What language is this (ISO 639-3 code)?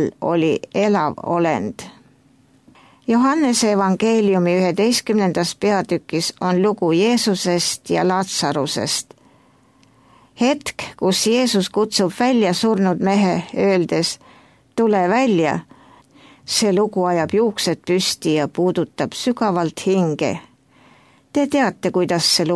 est